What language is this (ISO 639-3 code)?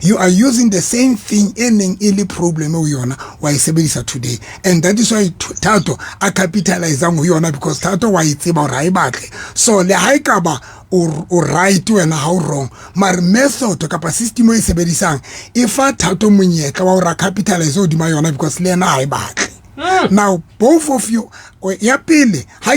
sot